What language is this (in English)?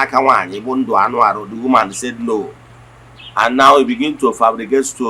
Igbo